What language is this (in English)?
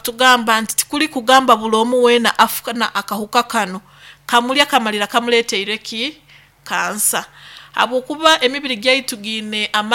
Nyoro